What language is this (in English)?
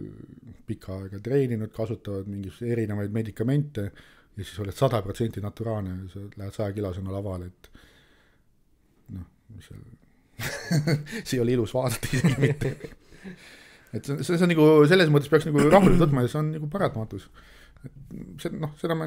Estonian